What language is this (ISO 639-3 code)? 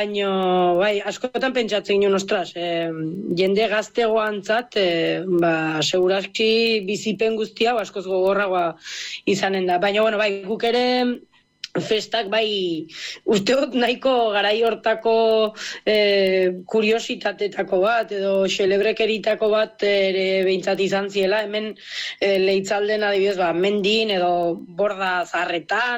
eus